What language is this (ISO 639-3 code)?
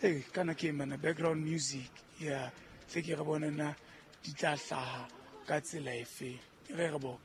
sot